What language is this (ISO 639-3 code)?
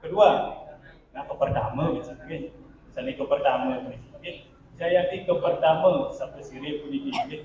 ban